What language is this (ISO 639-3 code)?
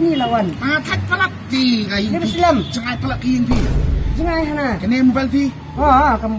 kha